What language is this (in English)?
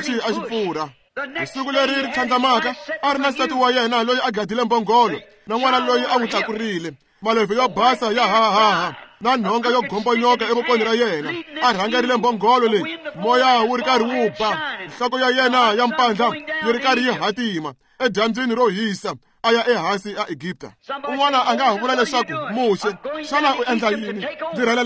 Tsonga